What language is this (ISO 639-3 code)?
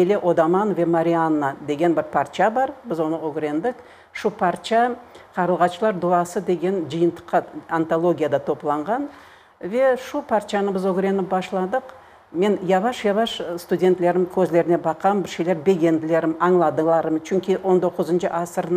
crh